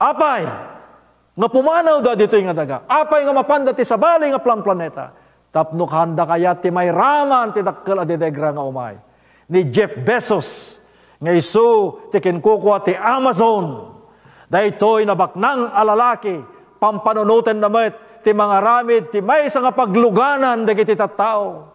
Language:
Iloko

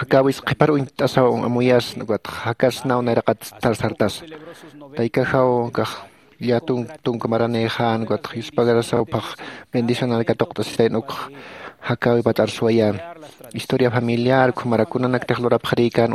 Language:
Aymara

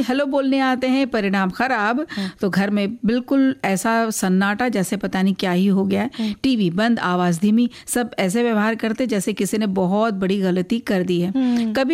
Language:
Hindi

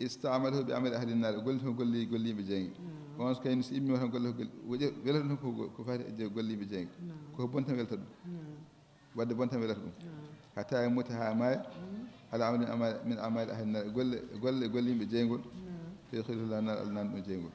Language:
Fula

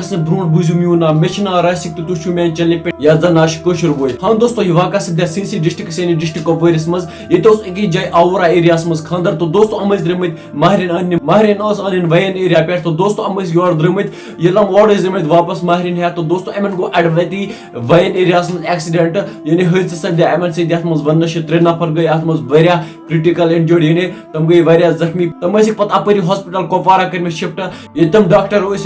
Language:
Kashmiri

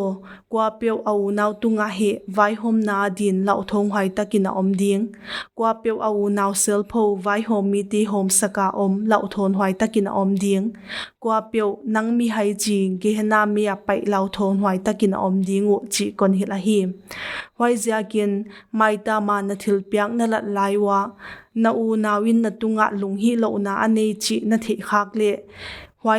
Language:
Paite Chin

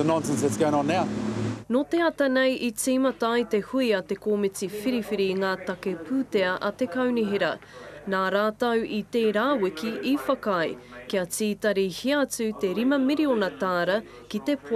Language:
Māori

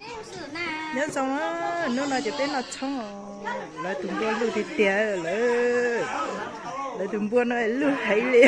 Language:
Hmong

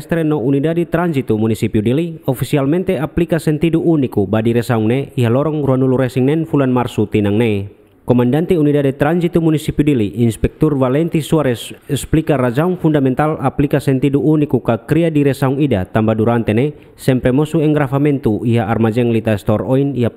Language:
Tetum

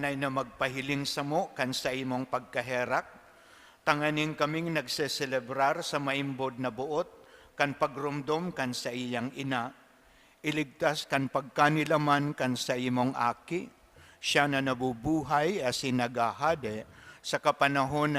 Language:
Bikol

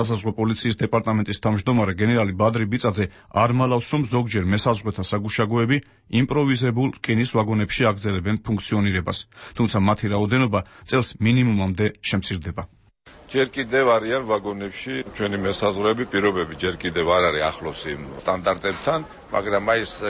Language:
Georgian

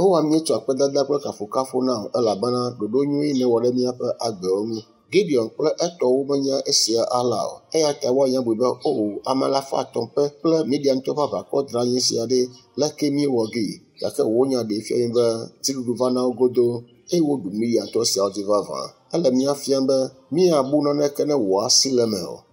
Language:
Ewe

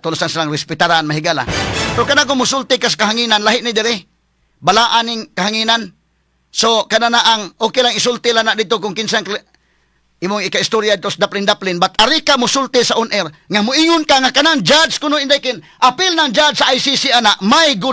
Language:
Cebuano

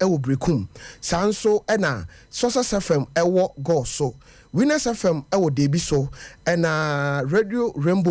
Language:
Akan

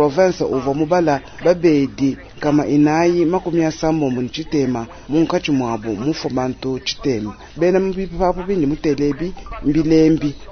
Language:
Luba-Lulua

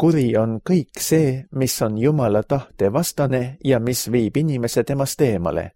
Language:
Estonian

